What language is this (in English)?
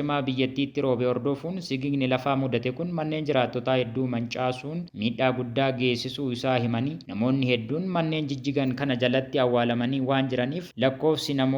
Oromo